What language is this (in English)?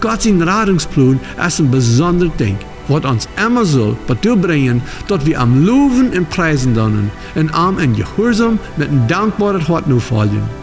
Plautdietsch